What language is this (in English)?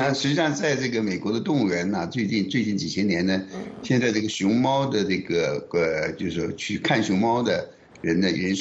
Chinese